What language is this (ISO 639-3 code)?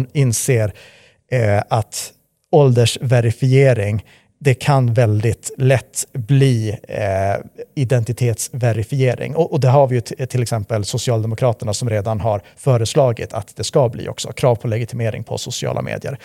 swe